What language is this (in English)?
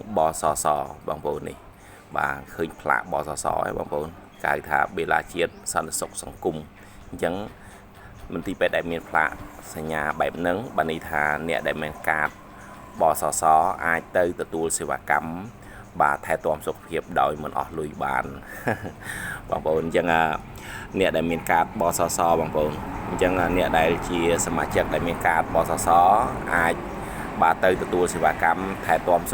Khmer